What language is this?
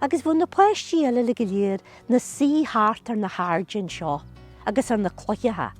Irish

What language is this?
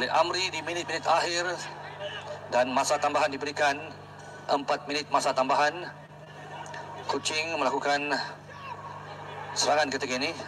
Malay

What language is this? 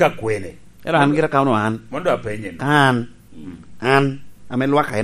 Lango (Uganda)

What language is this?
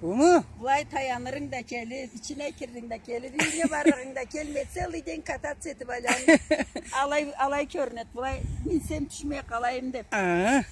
Karachay-Balkar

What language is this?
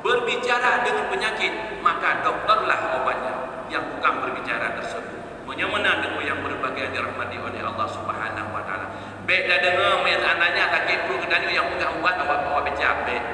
Achinese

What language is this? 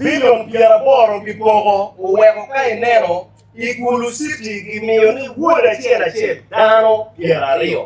Acoli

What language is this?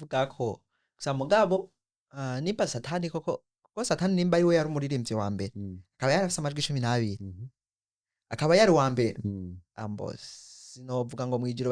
Rundi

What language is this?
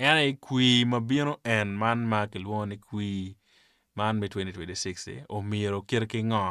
Acoli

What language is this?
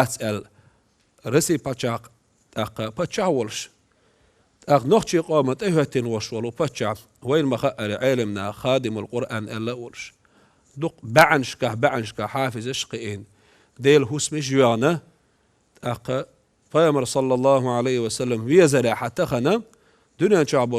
Chechen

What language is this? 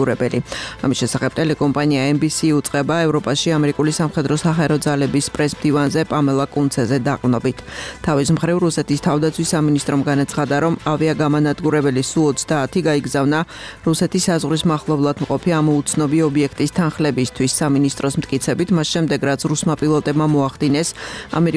Georgian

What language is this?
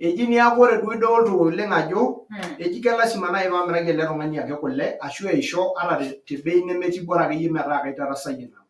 Masai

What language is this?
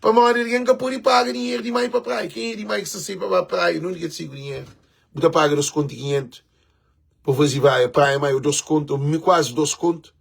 Kabuverdianu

